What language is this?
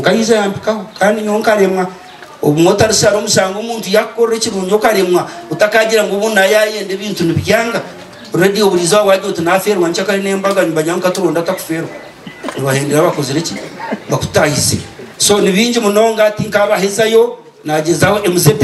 Nyankole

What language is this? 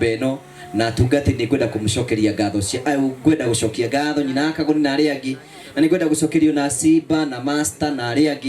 Kikuyu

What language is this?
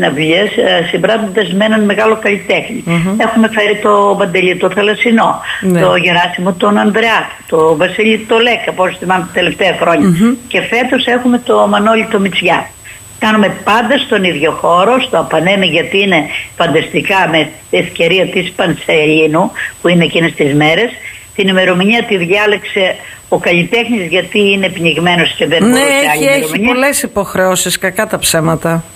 Greek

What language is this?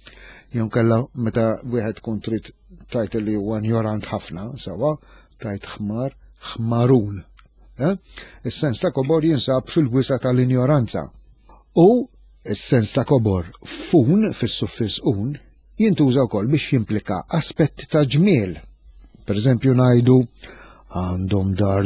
Maltese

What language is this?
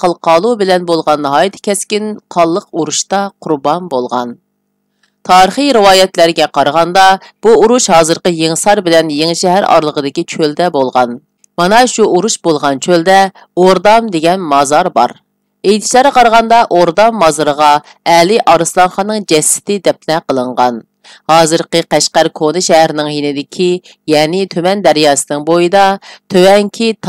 Uyghur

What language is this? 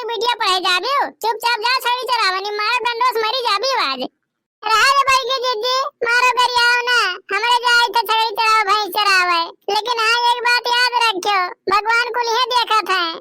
Awadhi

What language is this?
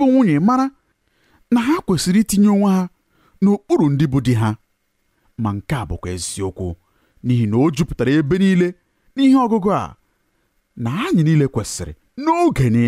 Igbo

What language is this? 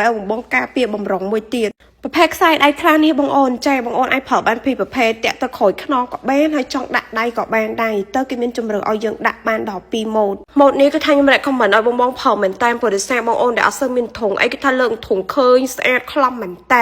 Khmer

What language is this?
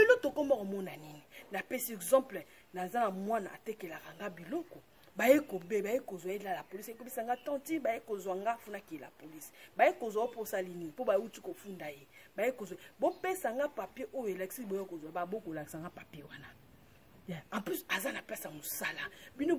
Lingala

